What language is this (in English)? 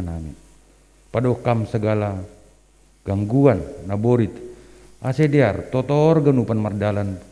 Batak Simalungun